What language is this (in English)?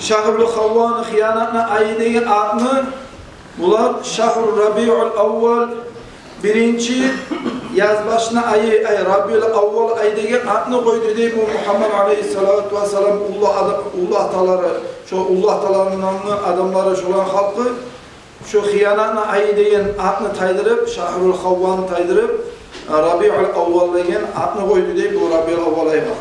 Kumyk